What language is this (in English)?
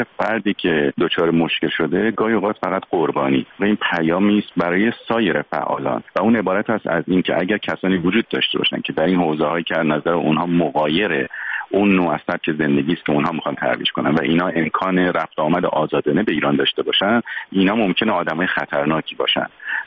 Persian